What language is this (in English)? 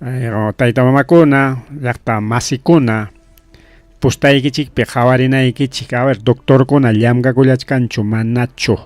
Ayacucho Quechua